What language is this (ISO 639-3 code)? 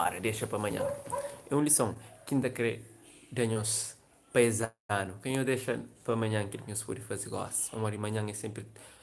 kea